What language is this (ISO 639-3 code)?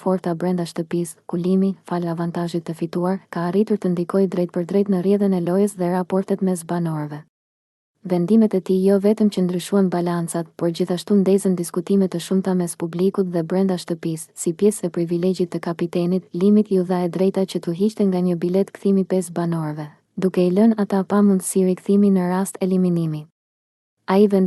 sqi